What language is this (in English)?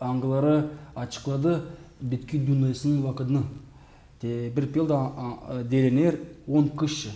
Gagauz